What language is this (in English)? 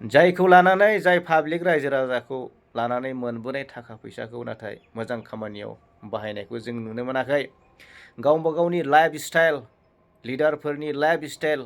Bodo